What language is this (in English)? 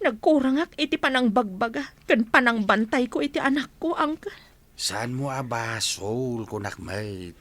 Iloko